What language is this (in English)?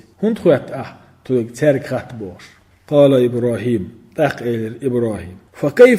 Chechen